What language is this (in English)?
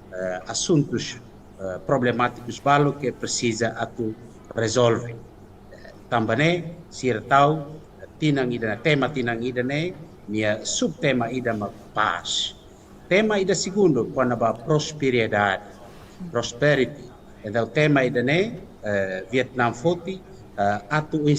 Tetum